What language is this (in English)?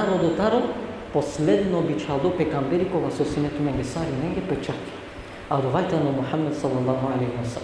Balkan Romani